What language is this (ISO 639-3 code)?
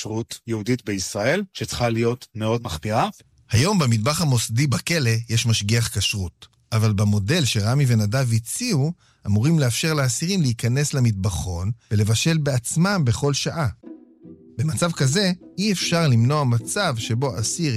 heb